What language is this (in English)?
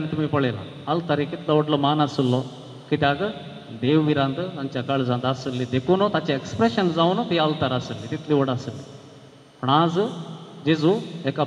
Konkani